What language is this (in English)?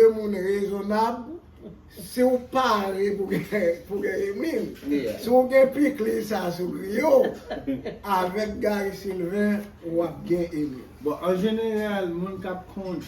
Haitian Creole